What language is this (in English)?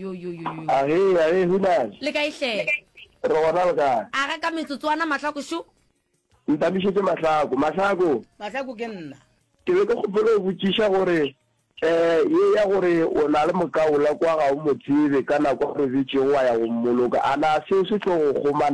Northern Sotho